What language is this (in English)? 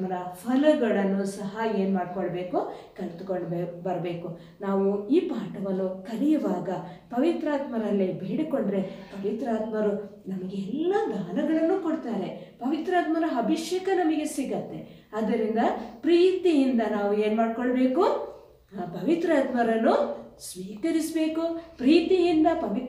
Kannada